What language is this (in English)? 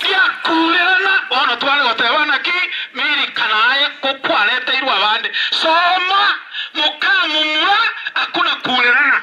Gusii